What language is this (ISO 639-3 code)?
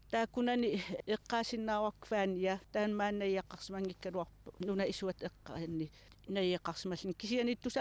kal